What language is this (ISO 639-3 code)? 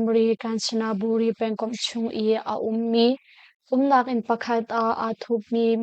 cnh